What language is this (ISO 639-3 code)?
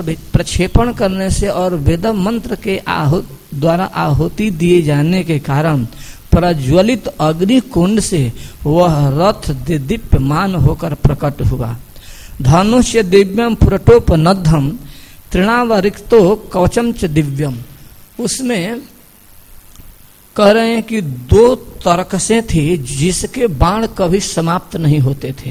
hin